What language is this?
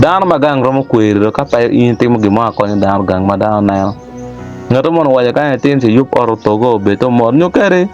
Acoli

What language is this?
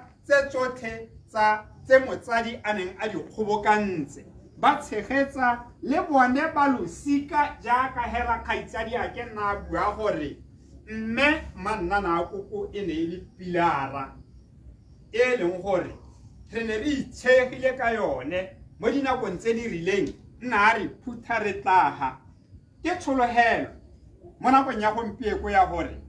Tswana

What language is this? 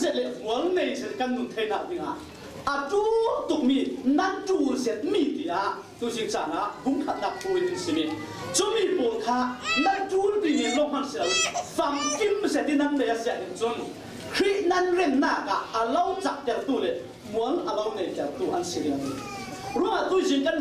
Falam Chin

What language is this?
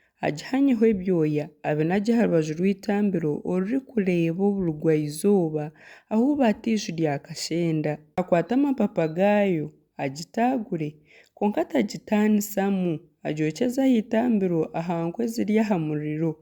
Nyankole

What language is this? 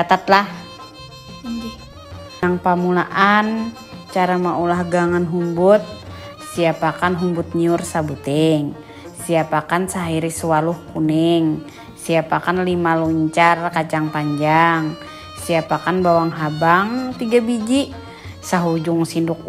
Banjar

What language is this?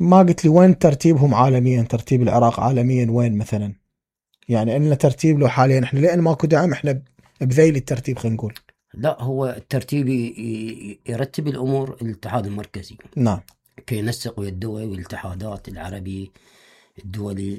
Mesopotamian Arabic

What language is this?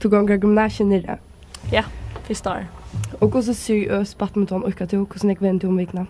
Faroese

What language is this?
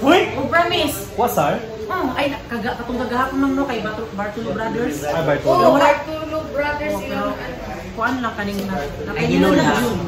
Cebuano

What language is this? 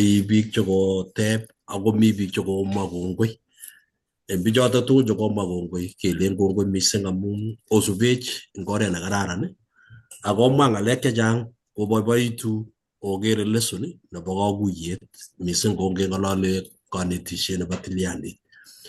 Kalenjin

